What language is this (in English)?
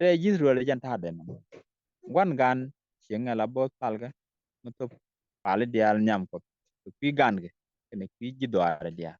Nuer